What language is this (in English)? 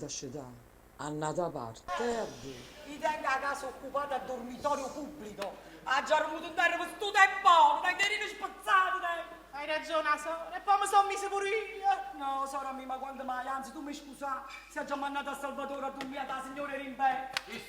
Neapolitan